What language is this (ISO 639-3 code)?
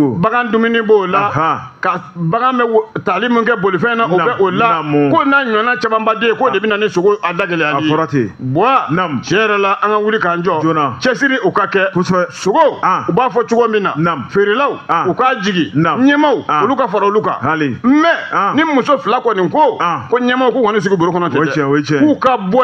bam